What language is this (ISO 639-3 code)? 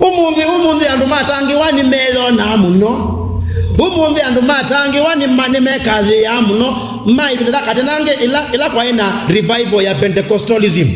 kam